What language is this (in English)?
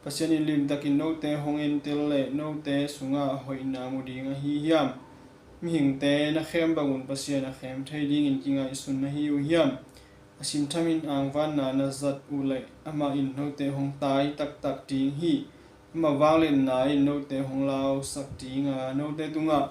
Tedim Chin